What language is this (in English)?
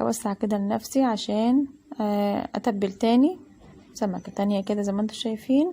Egyptian Arabic